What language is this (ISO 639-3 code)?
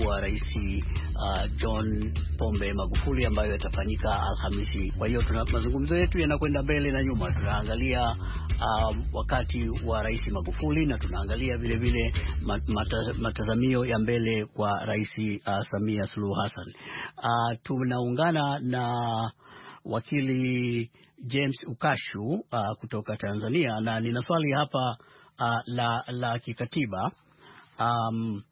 swa